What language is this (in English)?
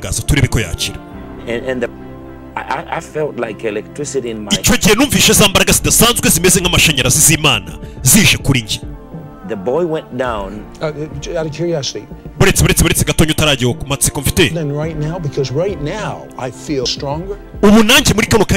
Kinyarwanda